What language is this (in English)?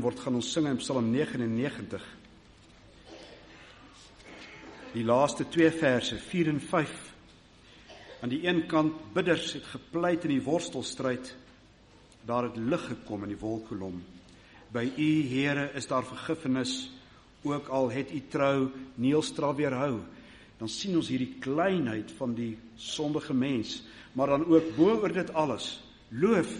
Afrikaans